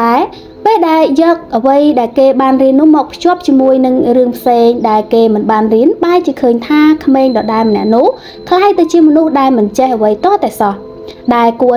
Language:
Khmer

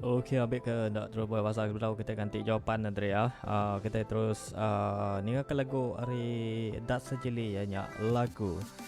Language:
Iban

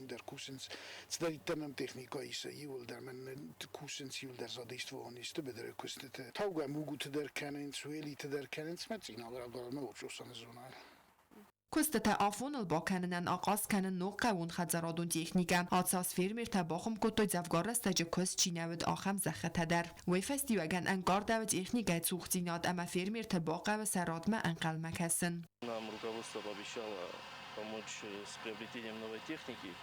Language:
Ossetic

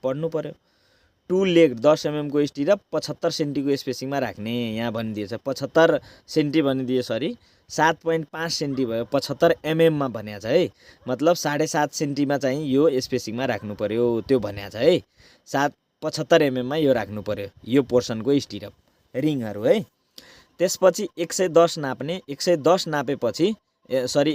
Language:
Nepali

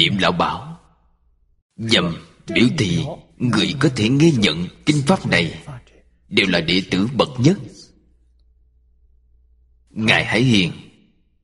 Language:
Vietnamese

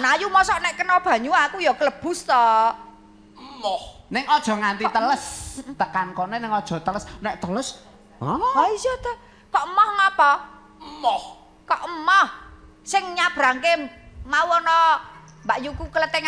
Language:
Javanese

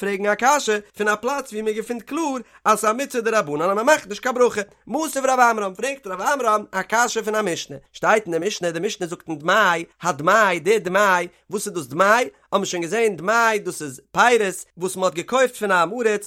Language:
Yiddish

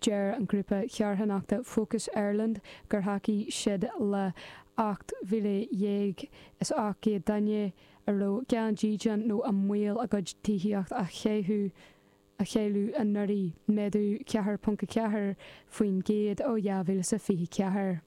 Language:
Irish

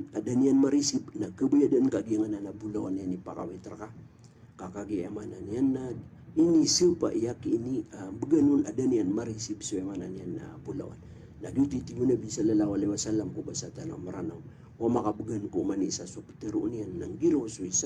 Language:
Maranao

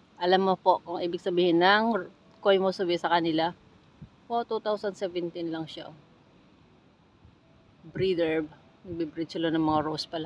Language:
Filipino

